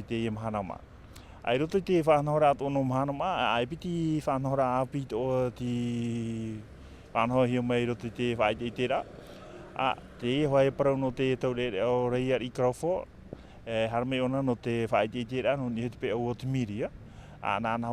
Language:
Tahitian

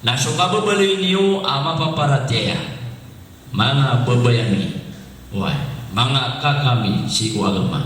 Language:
Maranao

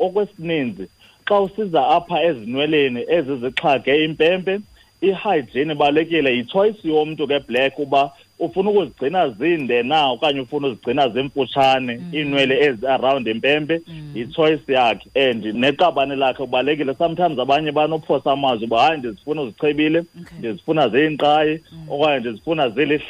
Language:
Xhosa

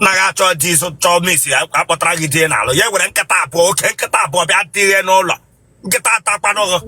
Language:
Igbo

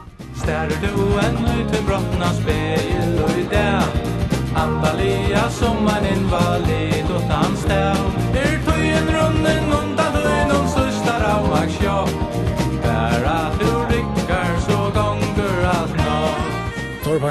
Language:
Faroese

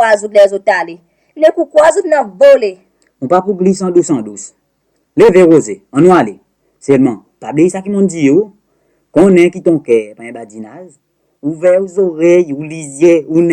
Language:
Seselwa Creole French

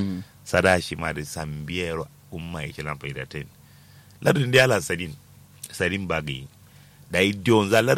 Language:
Kanuri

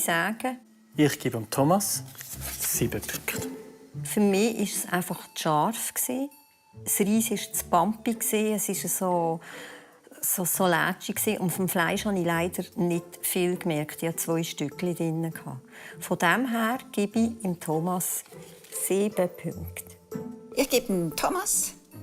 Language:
Swiss German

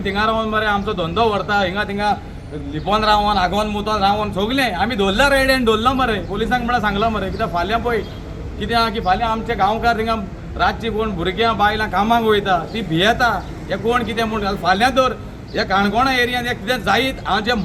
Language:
Konkani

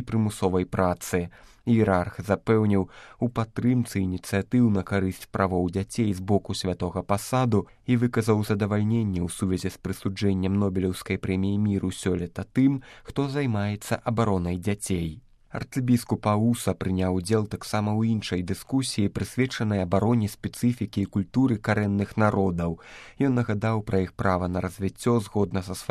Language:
Belarusian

